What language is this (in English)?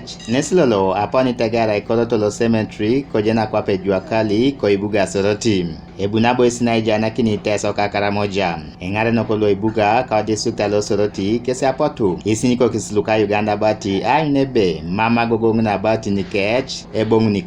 Teso